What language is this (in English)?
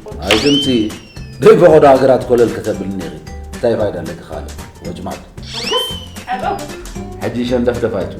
Tigrinya